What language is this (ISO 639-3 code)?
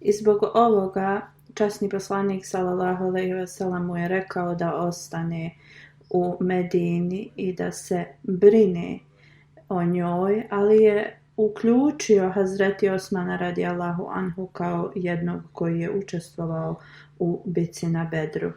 bos